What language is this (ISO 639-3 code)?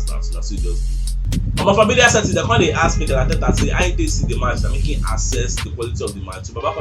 pcm